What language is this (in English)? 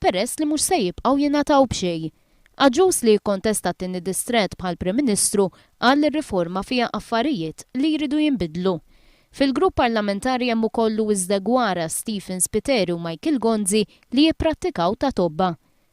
Maltese